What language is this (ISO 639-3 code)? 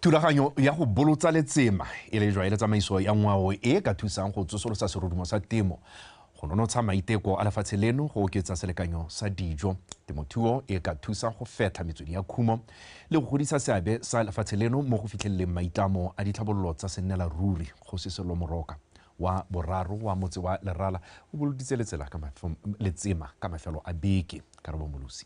tsn